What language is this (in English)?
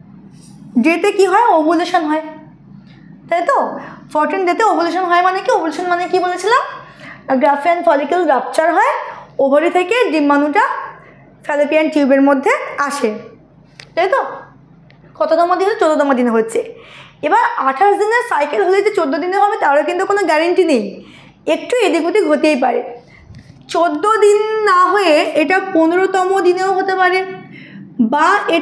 Bangla